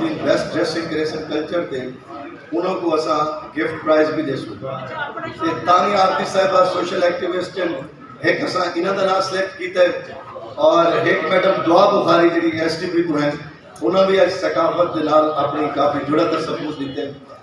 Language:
Saraiki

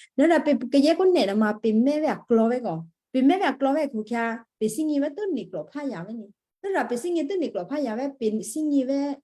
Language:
Western Kayah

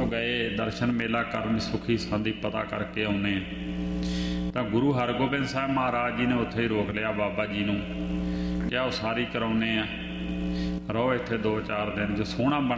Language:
Punjabi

